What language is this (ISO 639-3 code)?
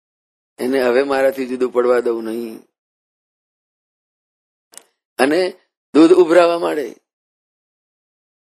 guj